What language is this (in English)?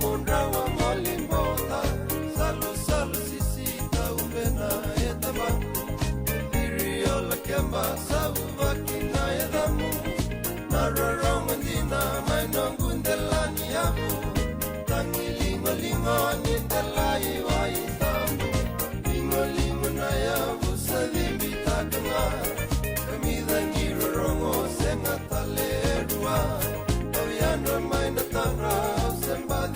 Fijian